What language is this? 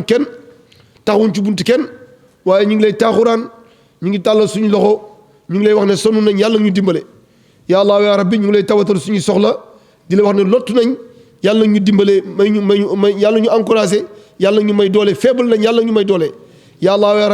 Wolof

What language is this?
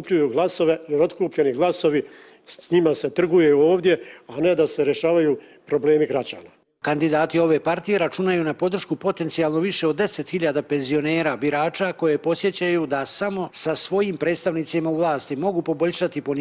Bosnian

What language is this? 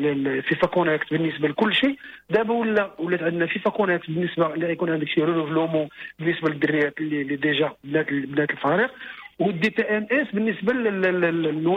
Moroccan Arabic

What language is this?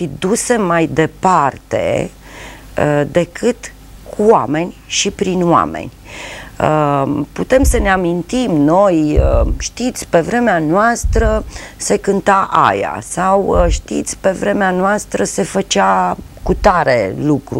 Romanian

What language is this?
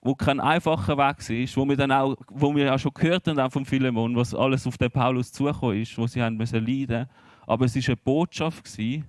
Swiss German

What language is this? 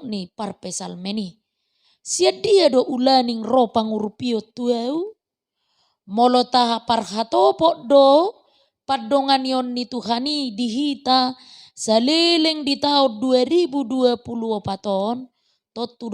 Batak Toba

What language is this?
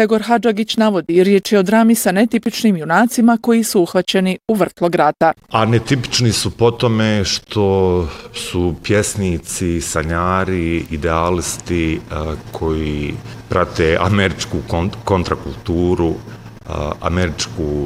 Bosnian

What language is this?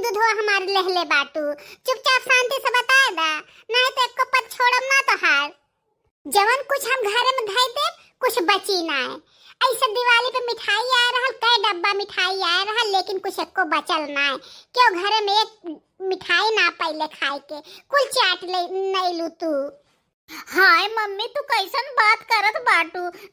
Bhojpuri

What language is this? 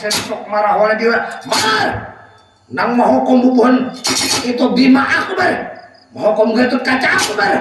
Banjar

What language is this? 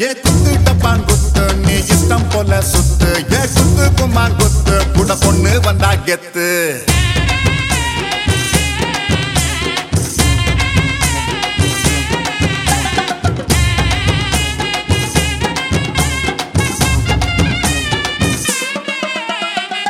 Tamil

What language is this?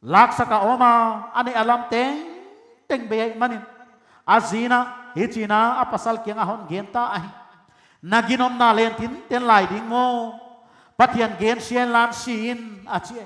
Paite Chin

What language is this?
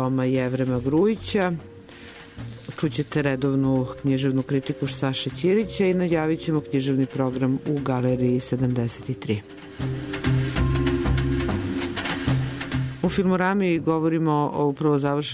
Serbian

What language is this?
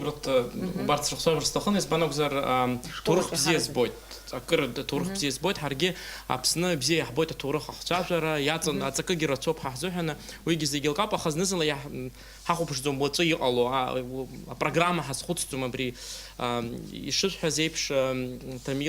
Abkhazian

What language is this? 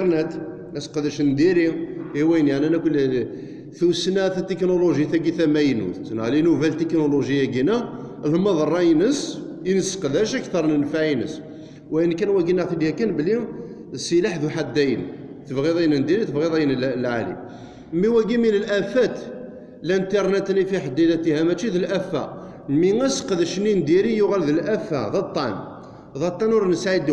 Kabyle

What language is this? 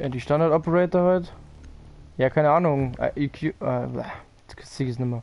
Bavarian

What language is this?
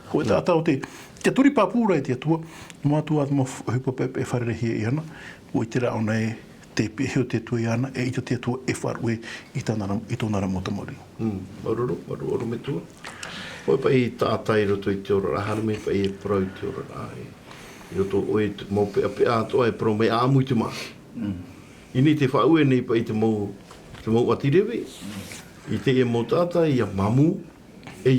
Tahitian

